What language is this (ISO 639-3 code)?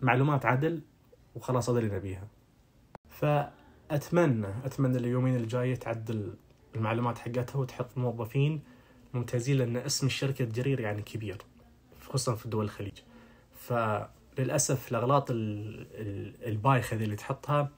ars